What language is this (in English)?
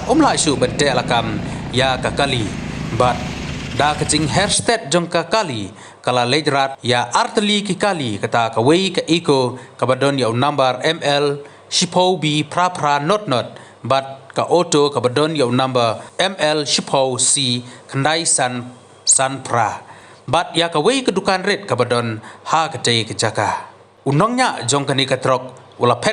Khasi